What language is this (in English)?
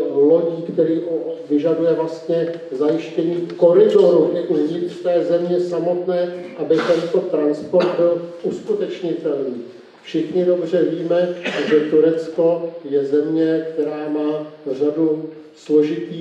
Czech